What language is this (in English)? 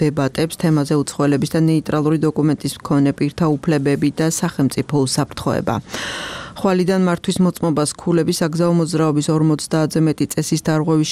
Georgian